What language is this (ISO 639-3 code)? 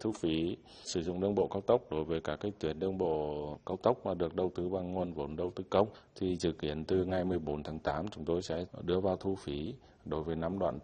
vie